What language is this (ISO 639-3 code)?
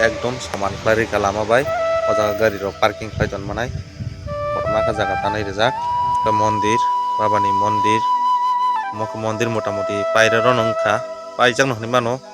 trp